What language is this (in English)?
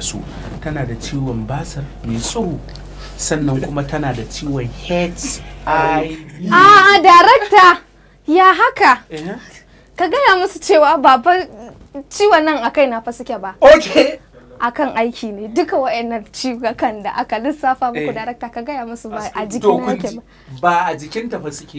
Hausa